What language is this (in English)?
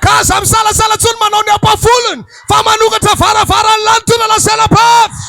Malagasy